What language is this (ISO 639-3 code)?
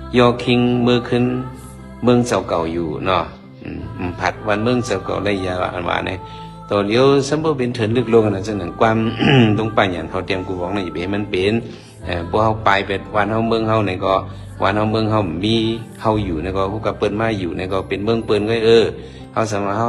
shn